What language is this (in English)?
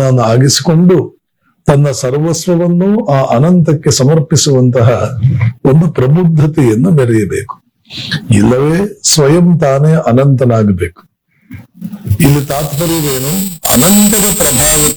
Kannada